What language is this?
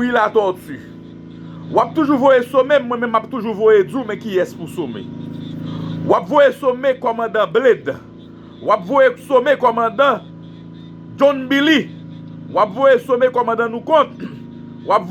Haitian Creole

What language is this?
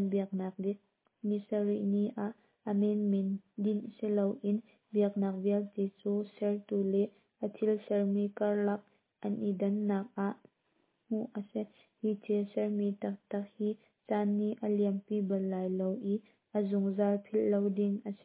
Hakha Chin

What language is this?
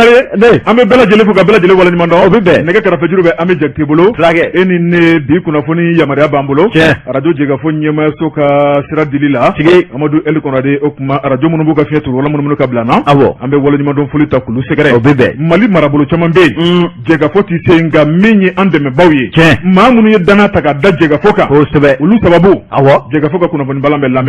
Bambara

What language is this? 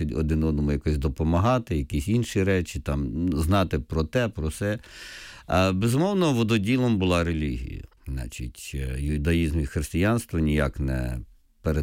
Ukrainian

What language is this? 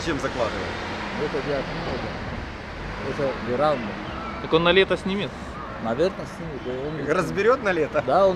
Russian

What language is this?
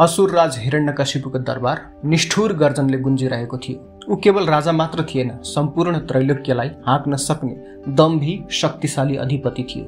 Nepali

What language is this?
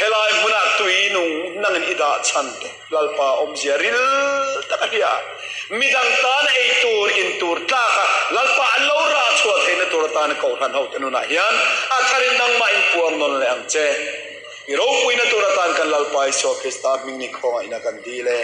Mizo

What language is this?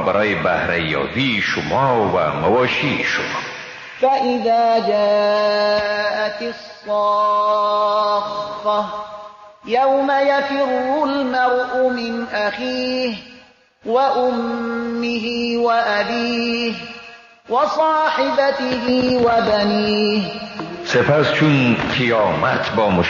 Persian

